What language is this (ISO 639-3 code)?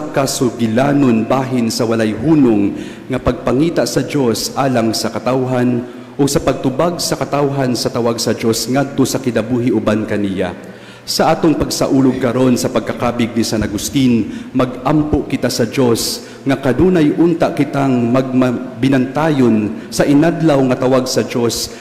ceb